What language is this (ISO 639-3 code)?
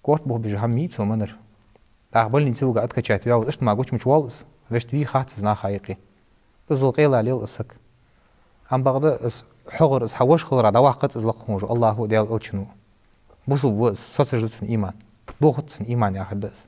inh